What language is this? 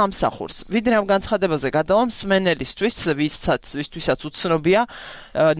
Georgian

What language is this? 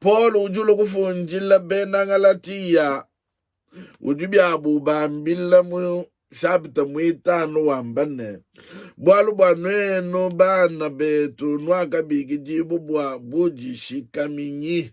Luba-Lulua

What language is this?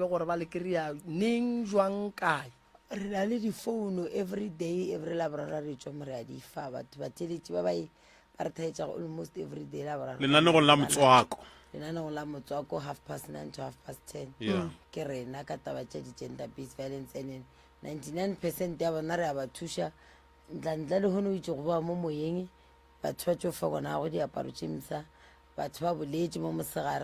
Northern Sotho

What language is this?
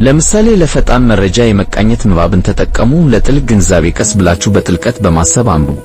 Amharic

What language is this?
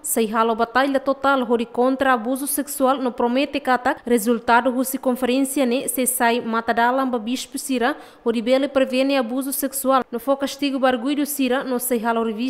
Tetum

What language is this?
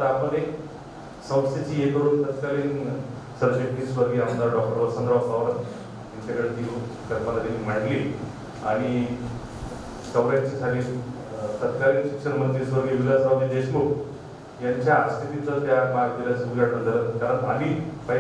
Marathi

